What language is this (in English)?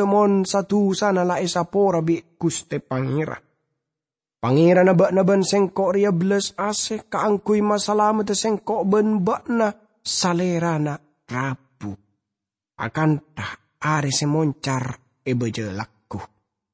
Madurese